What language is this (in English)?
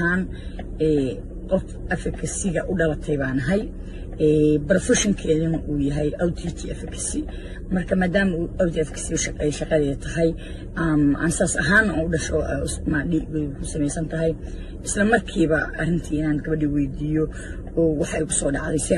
Somali